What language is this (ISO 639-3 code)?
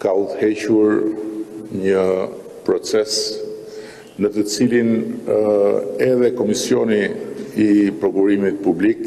sqi